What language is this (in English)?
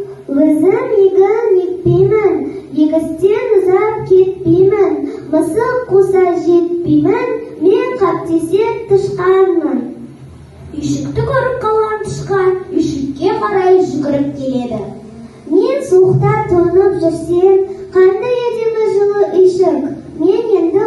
Kazakh